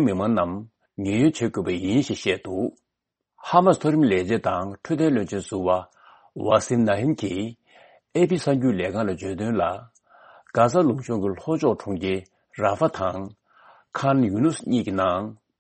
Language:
Tibetan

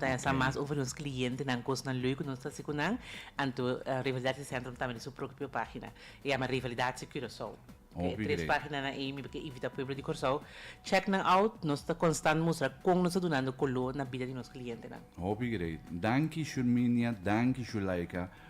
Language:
Papiamento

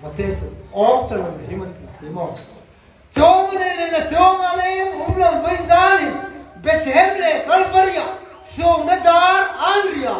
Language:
Hmar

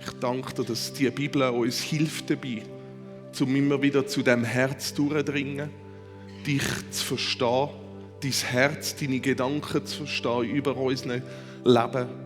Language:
Swiss German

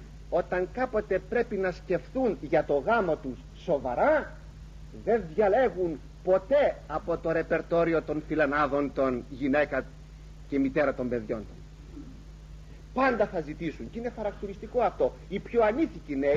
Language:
Greek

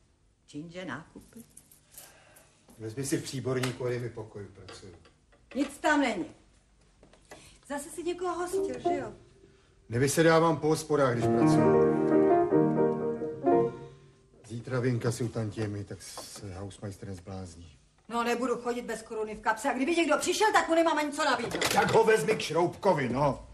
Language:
Czech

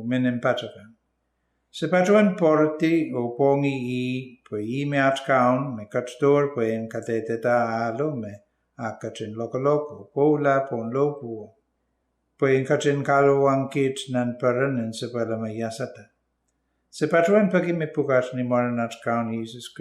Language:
Pohnpeian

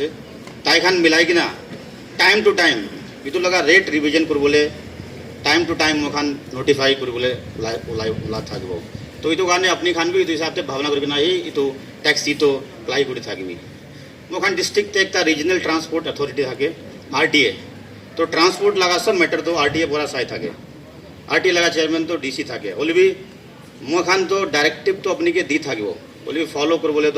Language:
Naga Pidgin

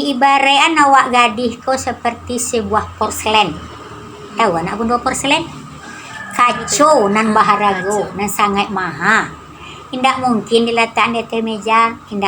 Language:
Minangkabau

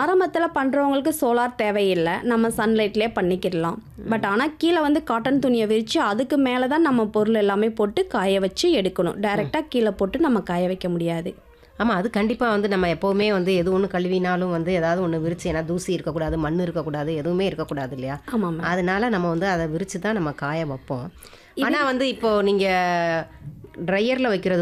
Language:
Tamil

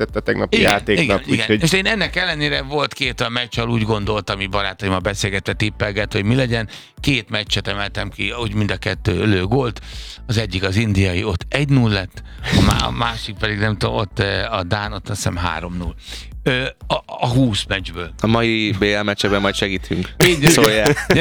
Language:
Hungarian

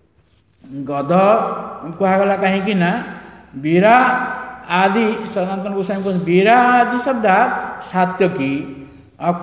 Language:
Odia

